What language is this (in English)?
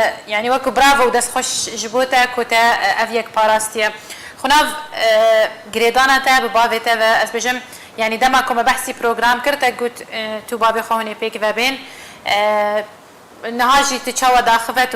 Kurdish